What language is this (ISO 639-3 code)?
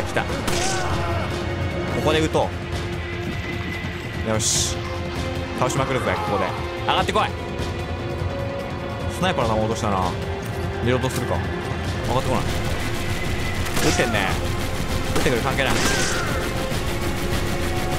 jpn